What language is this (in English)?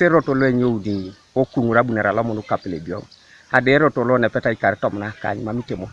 Teso